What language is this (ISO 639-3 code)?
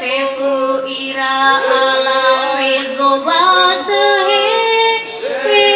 nia